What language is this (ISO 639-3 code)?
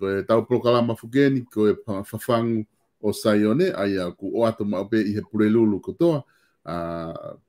ton